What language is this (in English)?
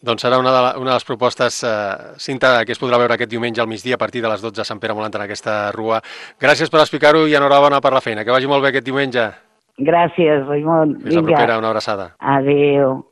Catalan